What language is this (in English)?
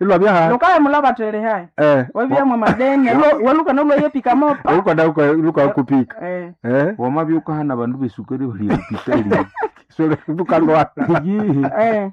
Nande